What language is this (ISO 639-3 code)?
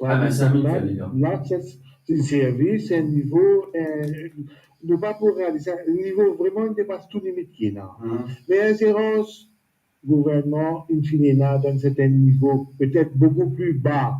mfe